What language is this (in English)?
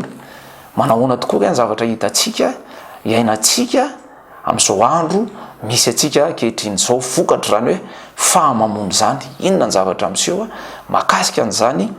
Malagasy